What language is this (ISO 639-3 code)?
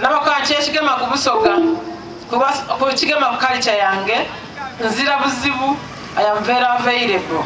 xog